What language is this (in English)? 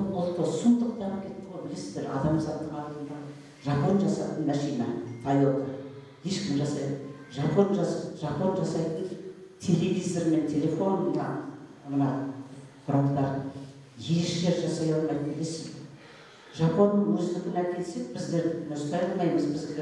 Kazakh